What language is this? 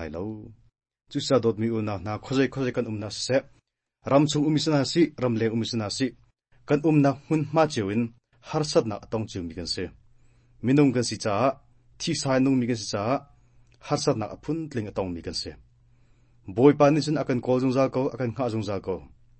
Hakha Chin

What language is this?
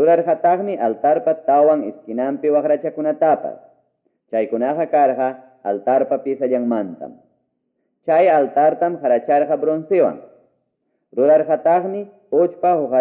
Quechua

